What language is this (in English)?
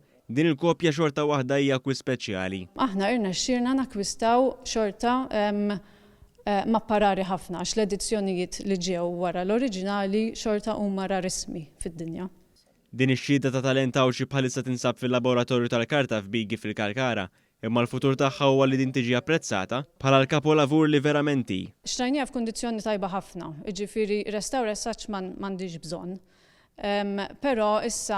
Maltese